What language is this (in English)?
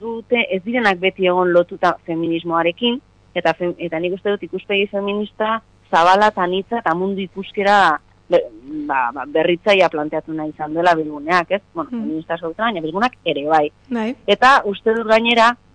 Basque